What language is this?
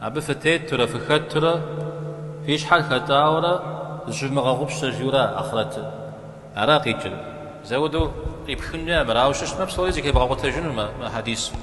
Kabardian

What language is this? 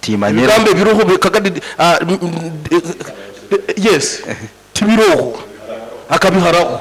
Nyoro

